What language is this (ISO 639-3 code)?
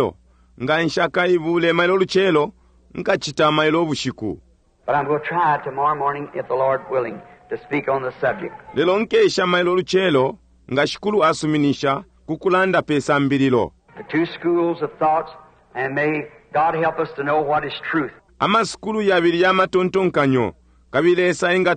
bem